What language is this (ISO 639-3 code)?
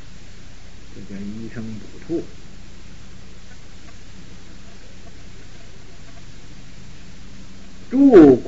zho